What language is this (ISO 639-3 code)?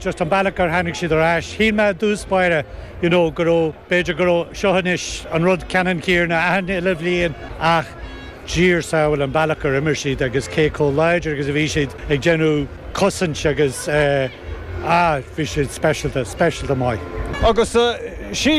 gle